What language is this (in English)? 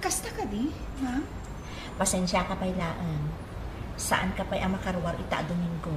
Iloko